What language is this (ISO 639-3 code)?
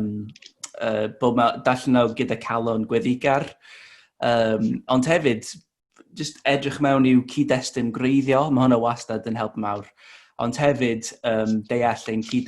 cym